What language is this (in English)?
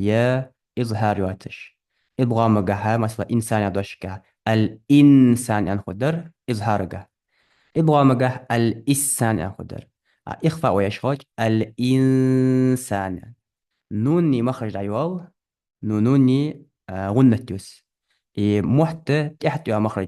Ingush